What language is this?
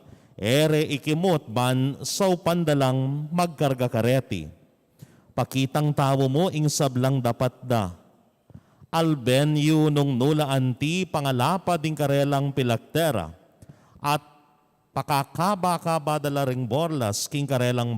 Pampanga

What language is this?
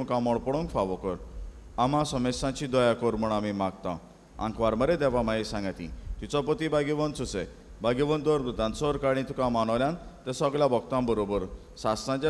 Konkani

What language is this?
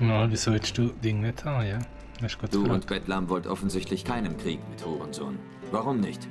Swiss German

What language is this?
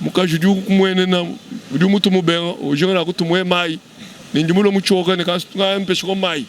Luba-Lulua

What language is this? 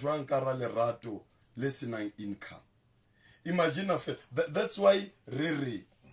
Southern Sotho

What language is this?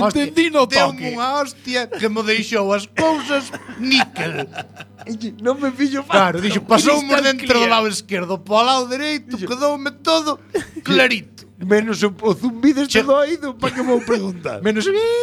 Galician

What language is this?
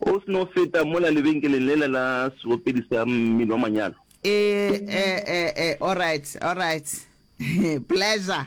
Northern Sotho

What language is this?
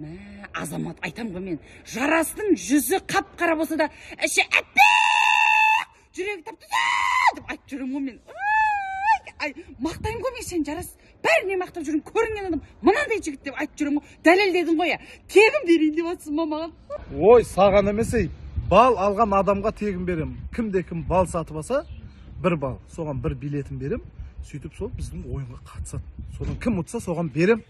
Kazakh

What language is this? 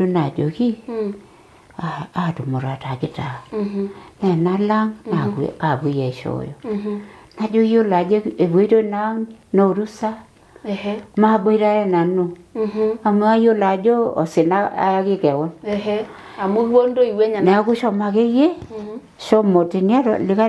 Masai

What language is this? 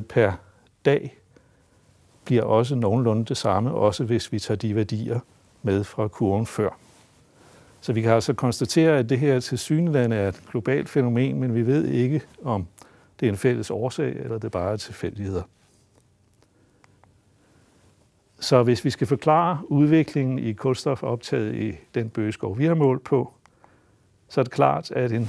Danish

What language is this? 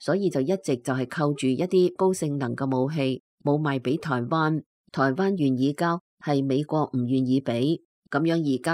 Cantonese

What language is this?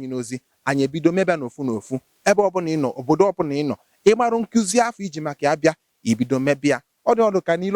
Igbo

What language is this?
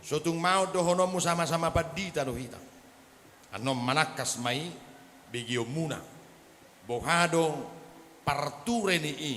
Batak Toba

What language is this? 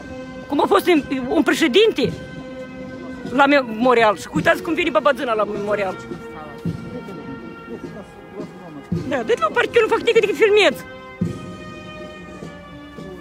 Romanian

